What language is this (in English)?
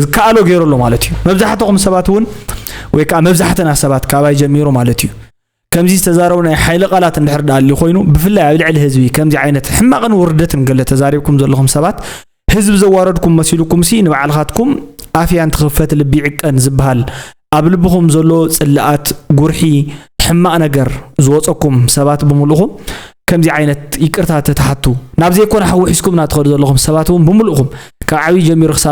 Tigrinya